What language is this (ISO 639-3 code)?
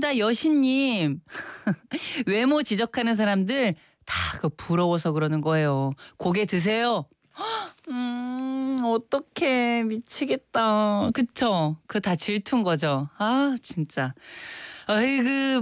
kor